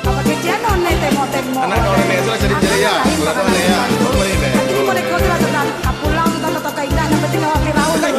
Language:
Minangkabau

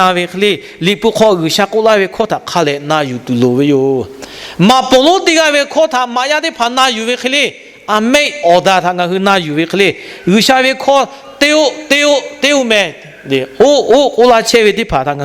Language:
Lahu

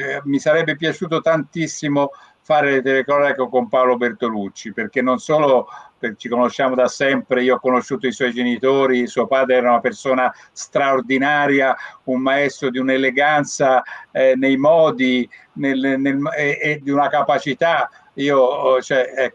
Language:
Italian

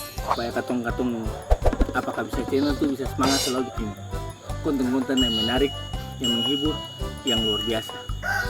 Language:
Ambonese Malay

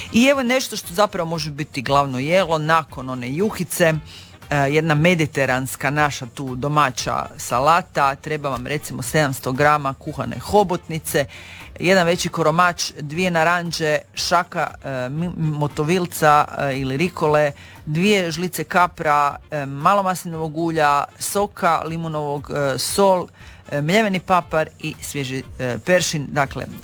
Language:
Croatian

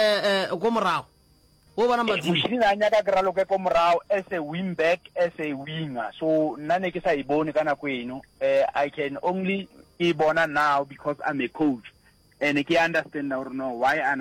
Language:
Northern Sotho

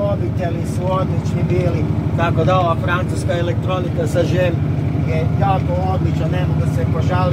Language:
Croatian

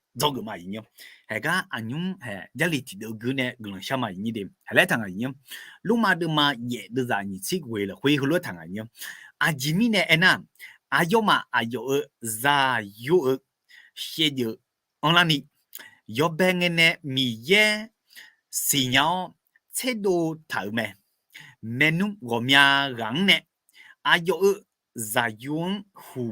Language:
Akha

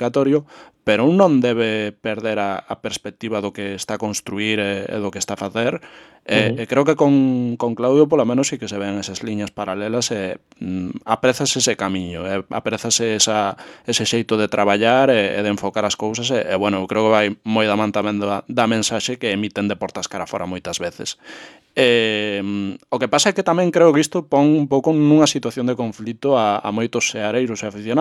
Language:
Galician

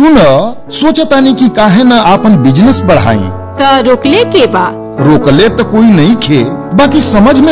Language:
Bhojpuri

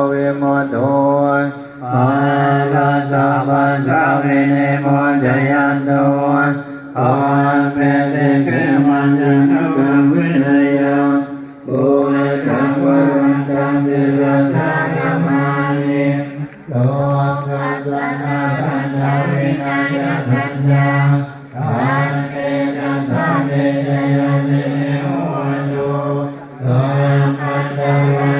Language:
Pali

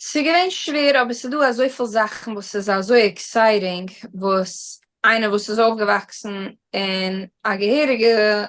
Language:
Yiddish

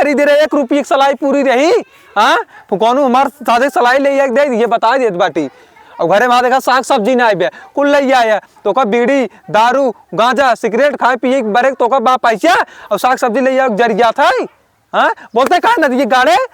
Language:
Awadhi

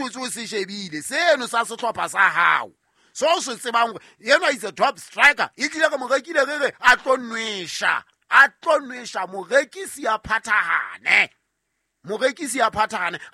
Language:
Southern Sotho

